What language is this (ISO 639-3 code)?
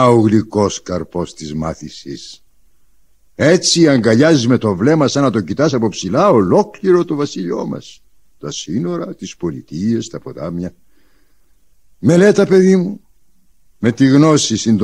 ell